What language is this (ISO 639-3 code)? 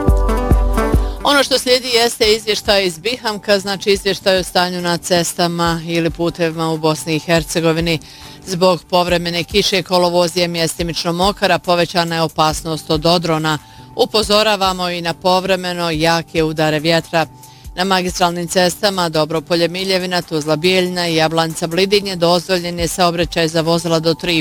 bos